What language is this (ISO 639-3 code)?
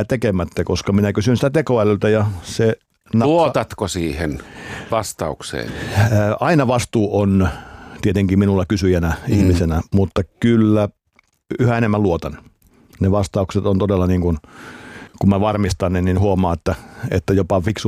fin